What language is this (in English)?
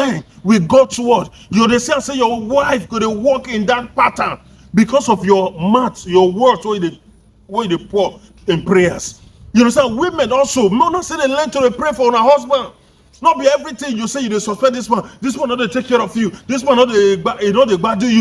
Nigerian Pidgin